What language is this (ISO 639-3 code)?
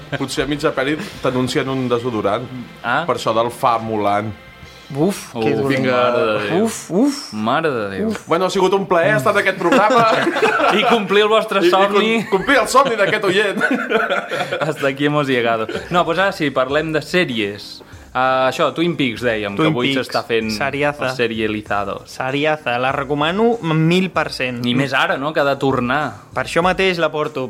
cat